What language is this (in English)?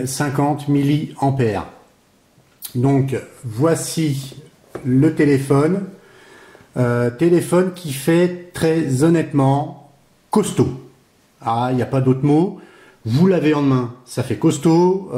French